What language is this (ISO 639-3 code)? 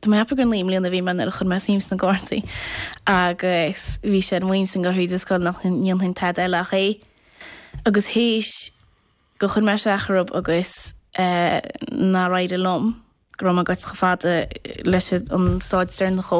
gle